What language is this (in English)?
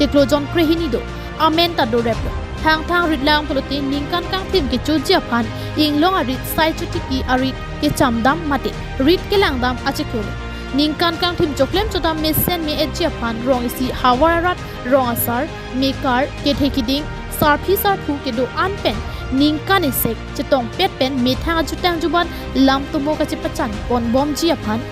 Karbi